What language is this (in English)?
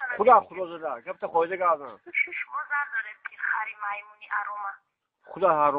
Tajik